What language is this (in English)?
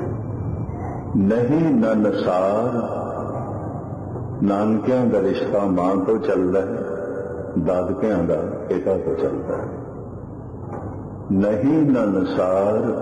Punjabi